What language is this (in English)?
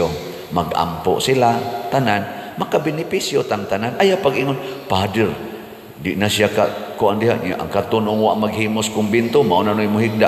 Cebuano